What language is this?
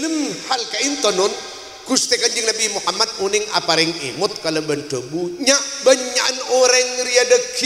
Madurese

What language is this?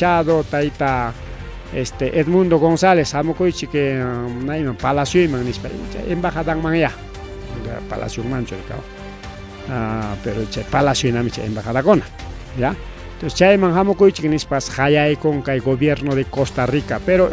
Ayacucho Quechua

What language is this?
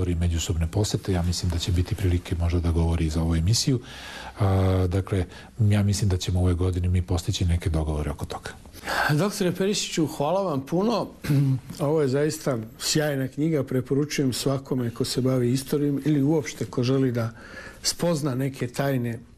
Serbian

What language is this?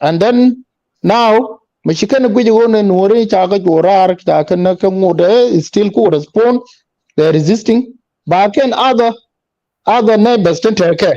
Nuer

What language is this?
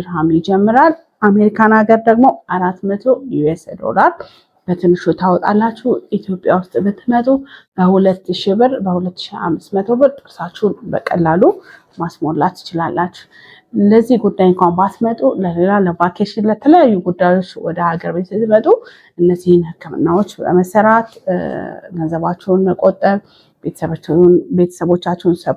Amharic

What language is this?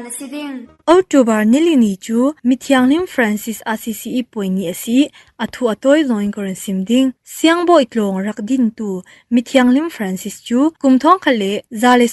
Falam Chin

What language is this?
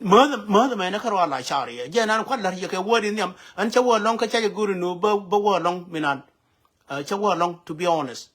Nuer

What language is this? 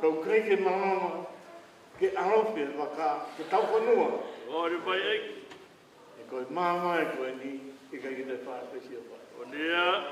Tongan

